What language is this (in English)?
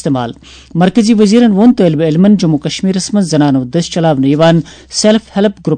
Kashmiri